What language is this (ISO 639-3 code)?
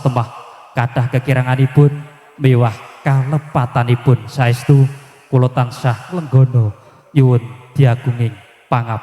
jav